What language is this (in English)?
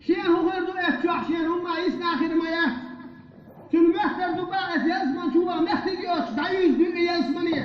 Chechen